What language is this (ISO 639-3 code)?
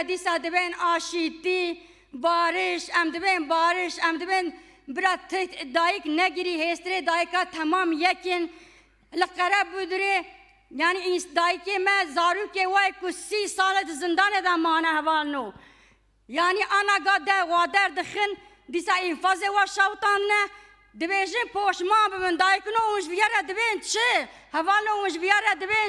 kur